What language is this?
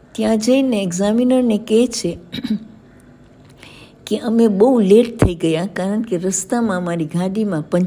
Gujarati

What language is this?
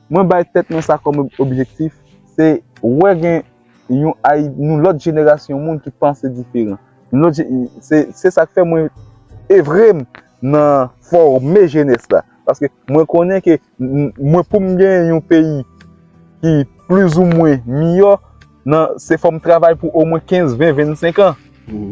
Haitian Creole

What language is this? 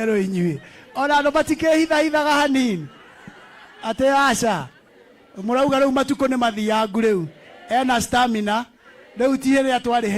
Kikuyu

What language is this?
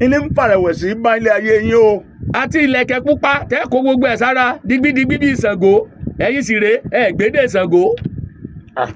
Yoruba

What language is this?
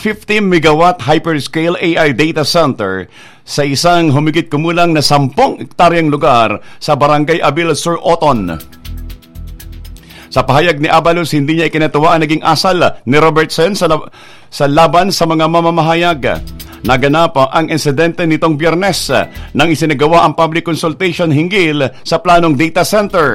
Filipino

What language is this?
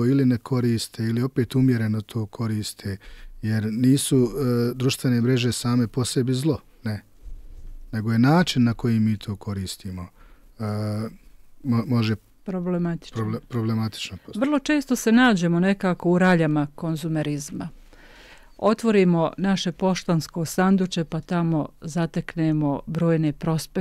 Bosnian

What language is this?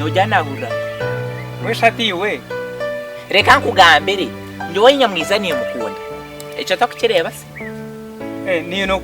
Nyankole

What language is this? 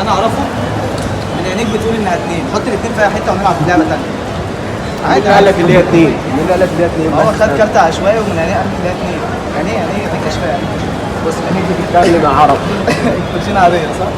Egyptian Arabic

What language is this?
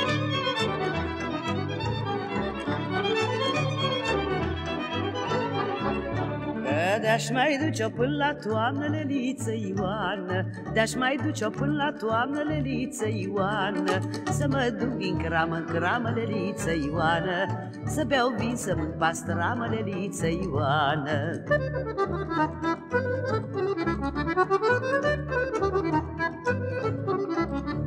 Romanian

